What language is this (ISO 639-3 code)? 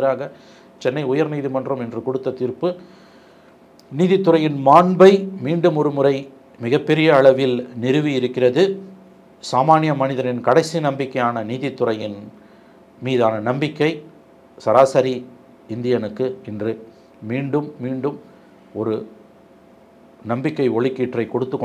tam